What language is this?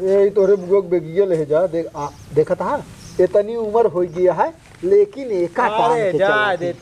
Awadhi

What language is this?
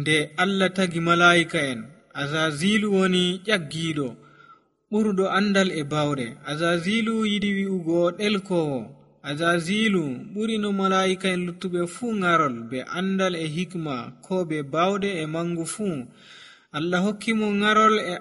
Nigerian Fulfulde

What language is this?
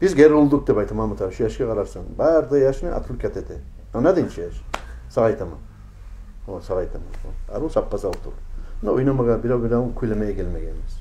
Kumyk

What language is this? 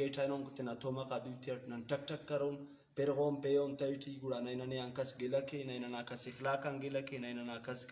Brahui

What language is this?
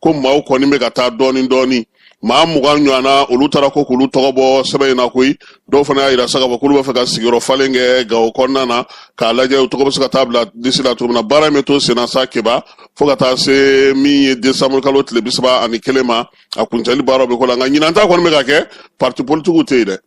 Bambara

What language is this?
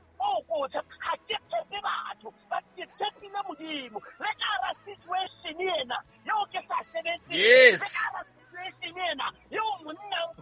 Southern Sotho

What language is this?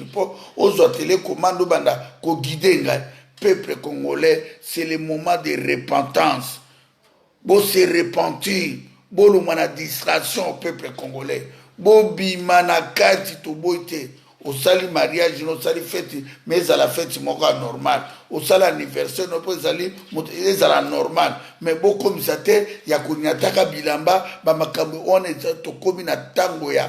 Lingala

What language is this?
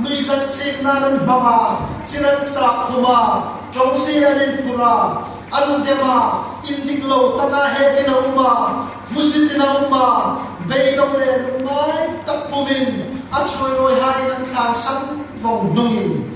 Hmar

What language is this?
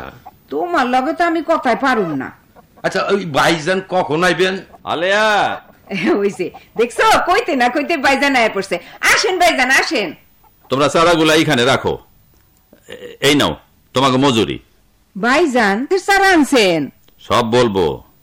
Bangla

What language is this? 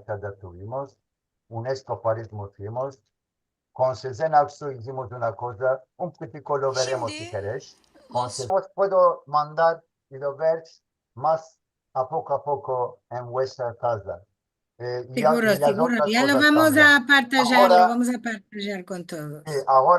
Ladino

